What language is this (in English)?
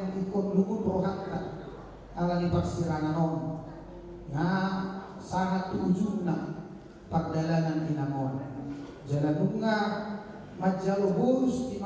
Batak Toba